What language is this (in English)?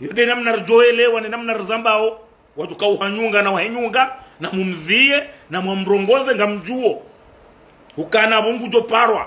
Ngazidja Comorian